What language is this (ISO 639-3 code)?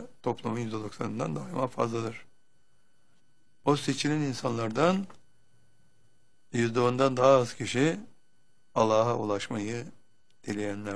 tur